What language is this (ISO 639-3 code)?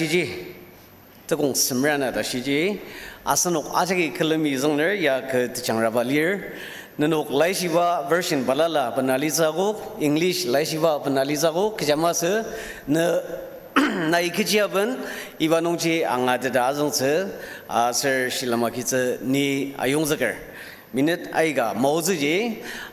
njo